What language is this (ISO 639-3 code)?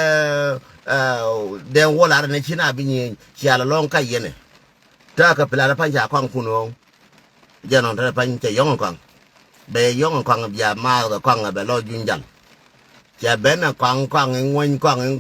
nus